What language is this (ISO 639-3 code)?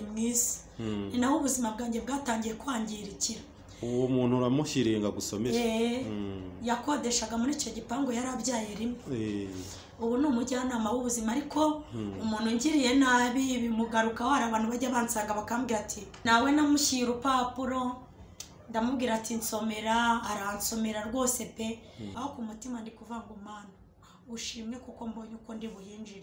kin